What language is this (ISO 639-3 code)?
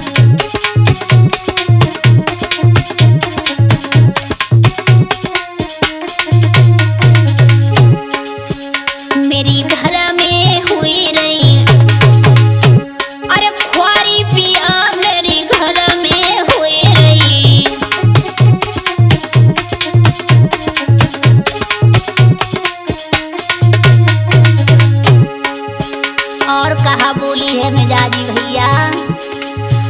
bho